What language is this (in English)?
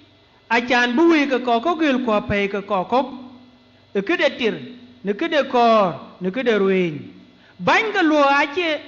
Dinka